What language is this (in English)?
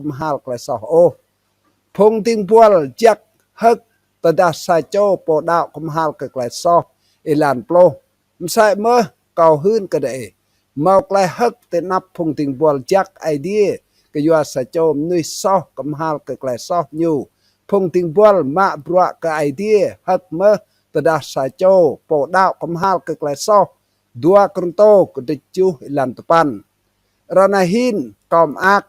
Rade